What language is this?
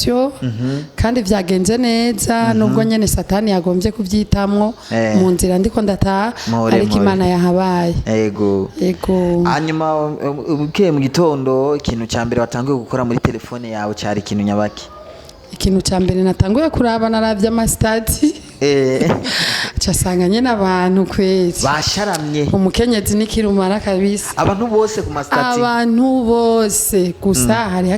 Rundi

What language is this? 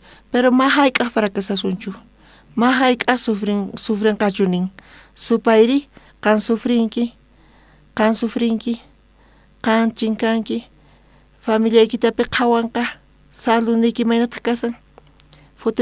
South Bolivian Quechua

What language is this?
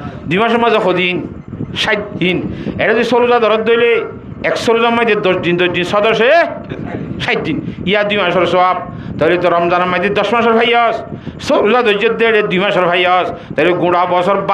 Rohingya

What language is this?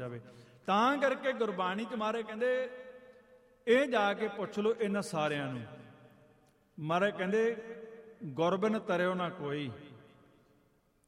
Punjabi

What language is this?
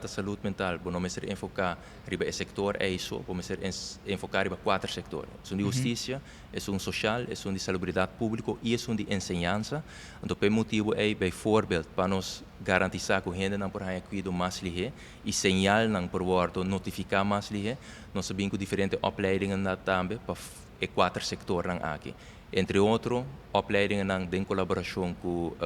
Papiamento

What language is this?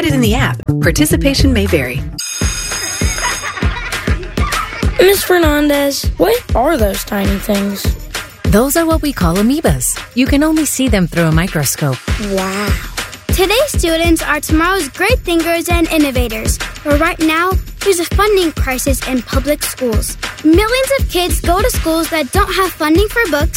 English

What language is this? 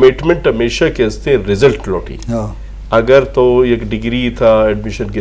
Eastern Balochi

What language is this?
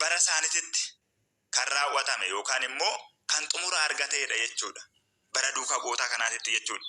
Oromo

